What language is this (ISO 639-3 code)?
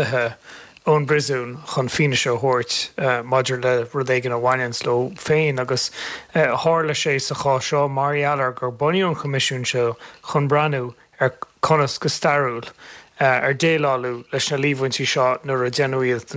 gle